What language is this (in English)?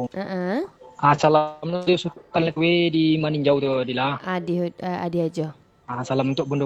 Minangkabau